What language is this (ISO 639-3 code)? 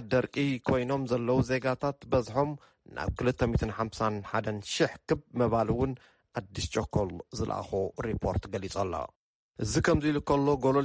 tir